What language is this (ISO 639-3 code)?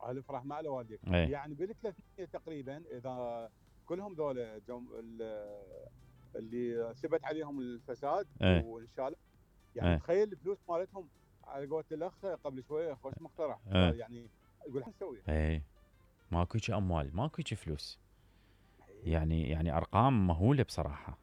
acm